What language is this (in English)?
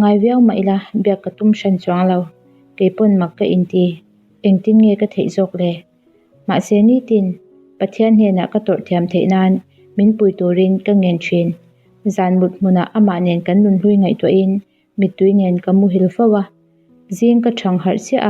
Mizo